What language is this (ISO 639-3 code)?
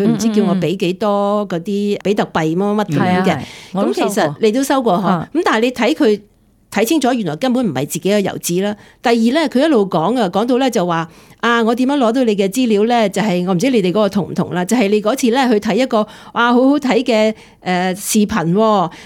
yue